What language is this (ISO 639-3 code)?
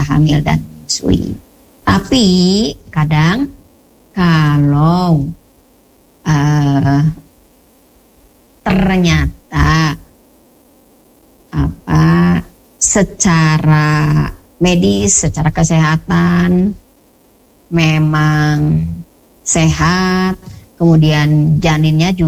ind